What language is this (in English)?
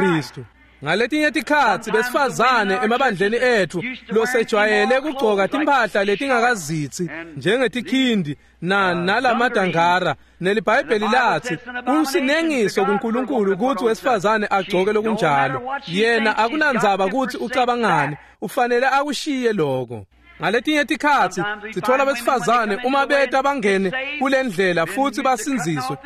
Swati